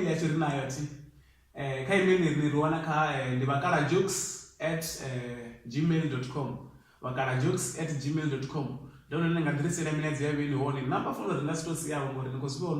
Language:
Venda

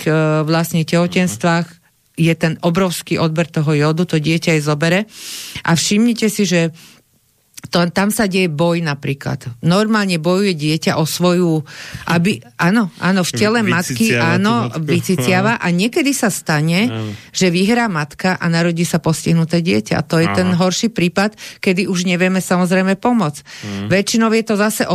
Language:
Slovak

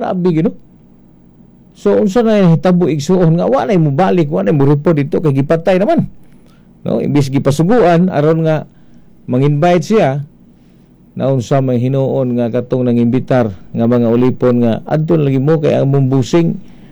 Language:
Cebuano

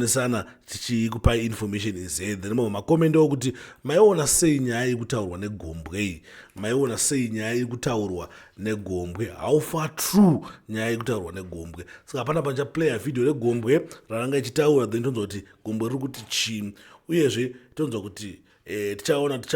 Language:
Shona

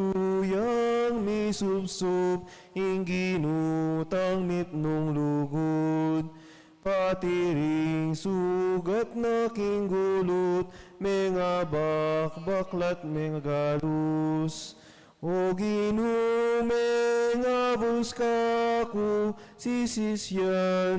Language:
Pampanga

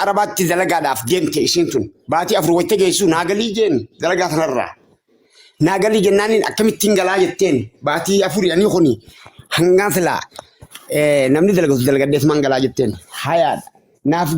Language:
Oromo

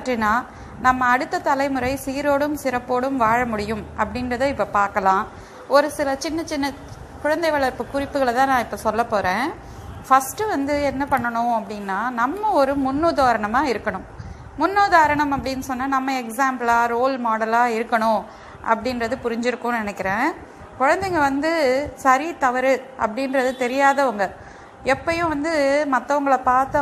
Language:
Tamil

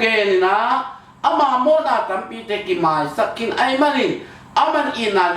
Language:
Tedim Chin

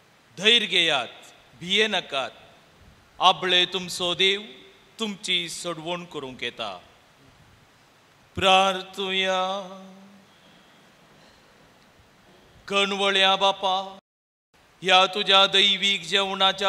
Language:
Konkani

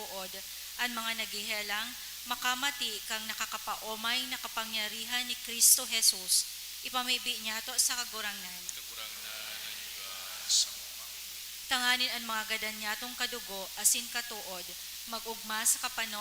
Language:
Bikol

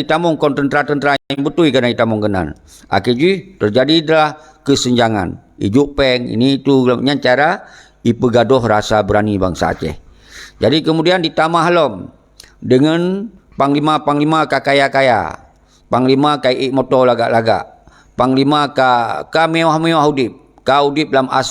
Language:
Achinese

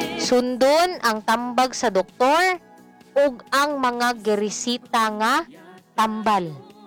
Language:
Cebuano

